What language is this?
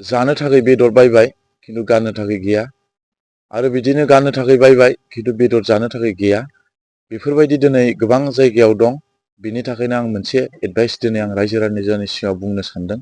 Bodo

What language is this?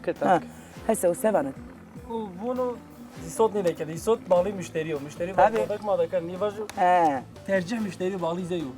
Zaza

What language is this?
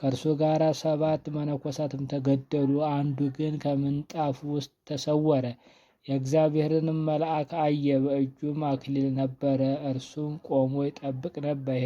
Amharic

